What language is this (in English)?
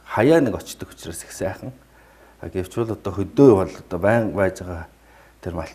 Mongolian